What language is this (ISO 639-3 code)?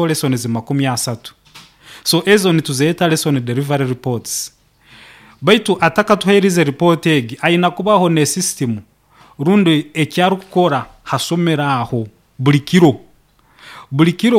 nyo